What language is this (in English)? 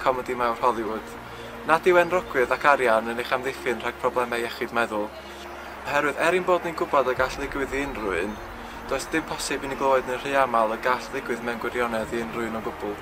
Welsh